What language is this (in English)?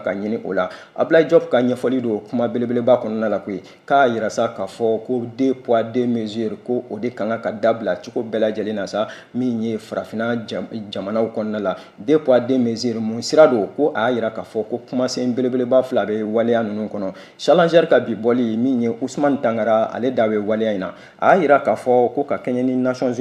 Bambara